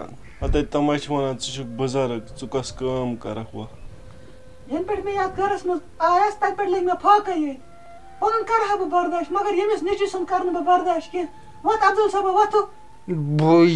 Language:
Kashmiri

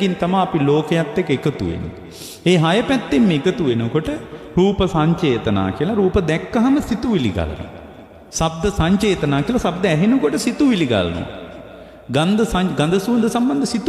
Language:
Sinhala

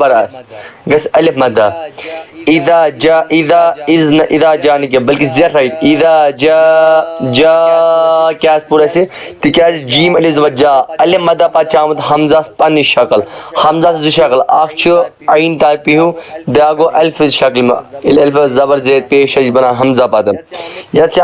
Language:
Kashmiri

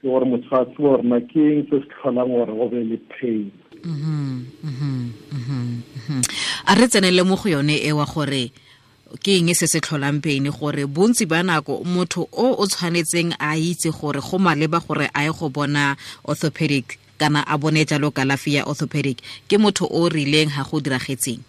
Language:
Tswana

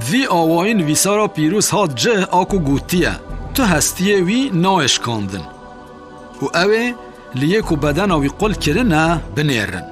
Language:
Kurdish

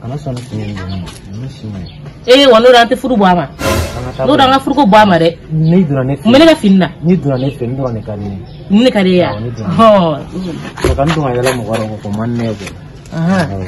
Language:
Bambara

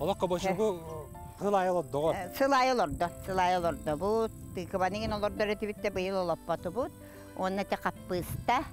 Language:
Yakut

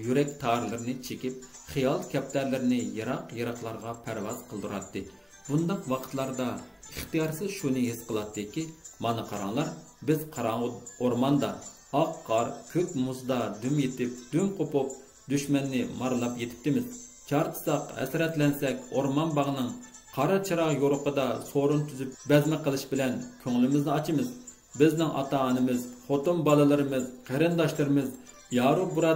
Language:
Uyghur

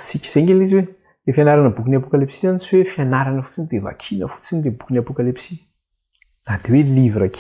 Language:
Malagasy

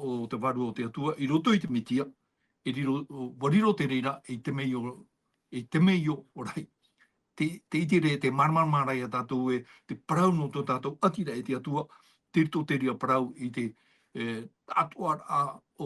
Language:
Tahitian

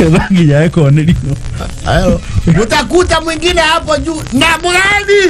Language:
Kikuyu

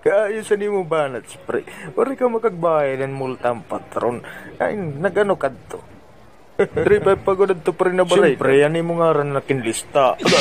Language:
Waray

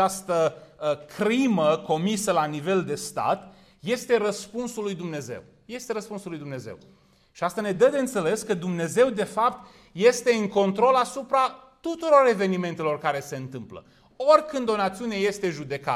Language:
Romanian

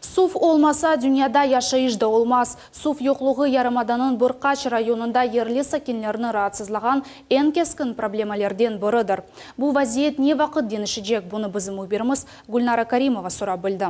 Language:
Crimean Tatar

